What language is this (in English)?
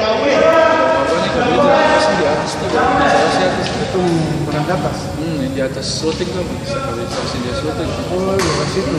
Ambonese Malay